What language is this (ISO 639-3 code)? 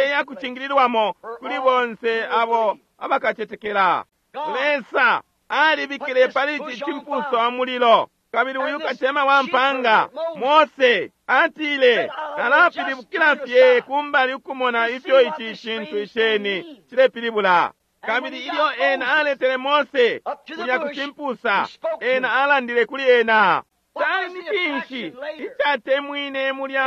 bem